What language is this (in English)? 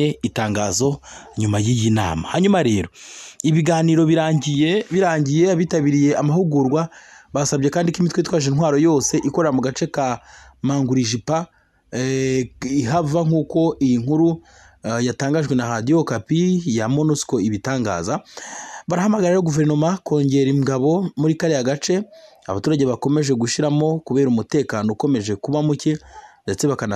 Kinyarwanda